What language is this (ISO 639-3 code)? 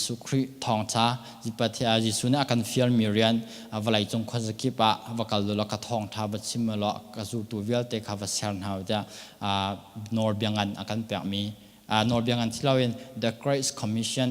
cnh